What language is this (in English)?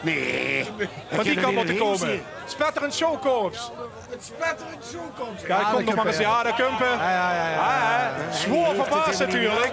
Limburgish